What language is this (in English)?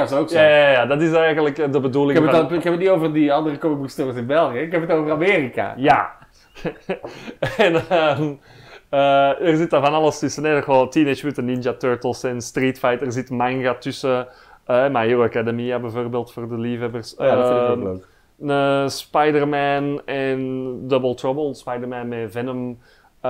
Dutch